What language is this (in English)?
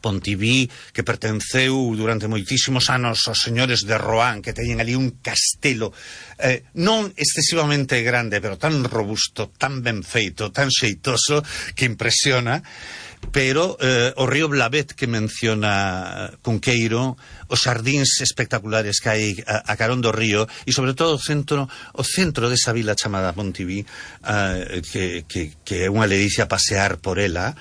Galician